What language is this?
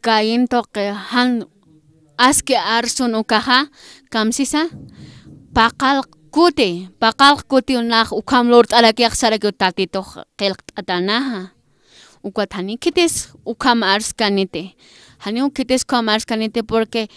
Aymara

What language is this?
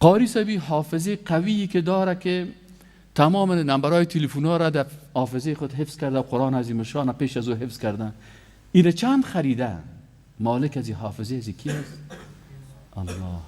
Persian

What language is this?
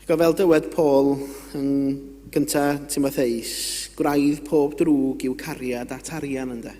Welsh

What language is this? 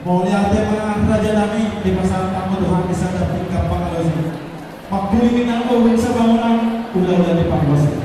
Batak Toba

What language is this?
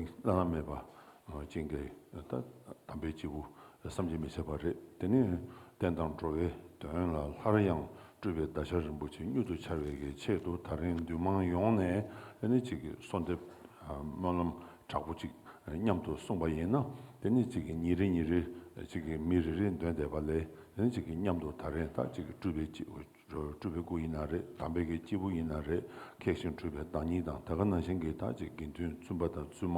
Tibetan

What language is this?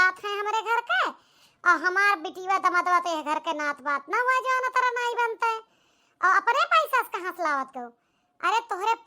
Awadhi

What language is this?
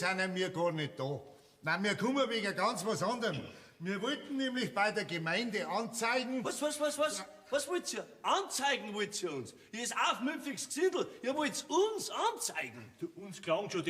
Bavarian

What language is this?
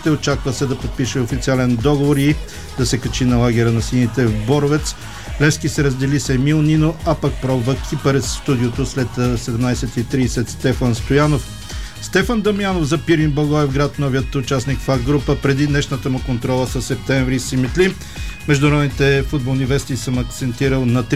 Bulgarian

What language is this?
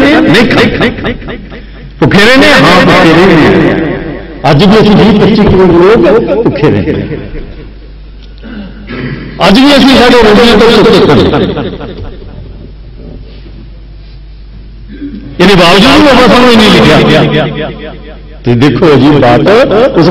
Punjabi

